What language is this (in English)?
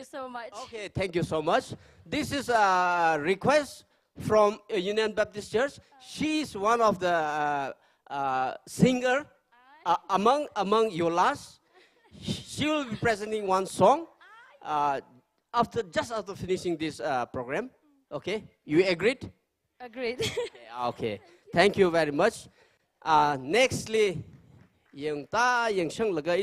Tangkhul Naga (India)